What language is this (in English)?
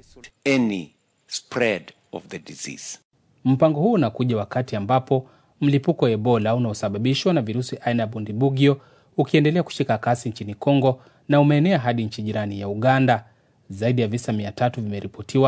Swahili